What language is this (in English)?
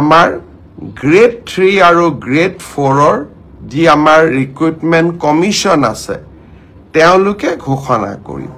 Assamese